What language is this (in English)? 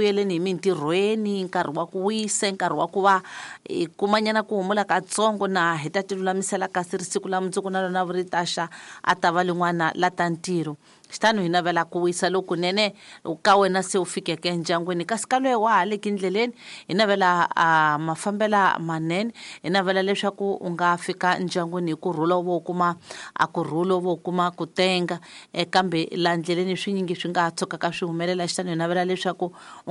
Tsonga